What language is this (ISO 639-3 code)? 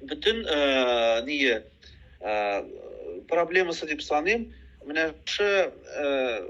tat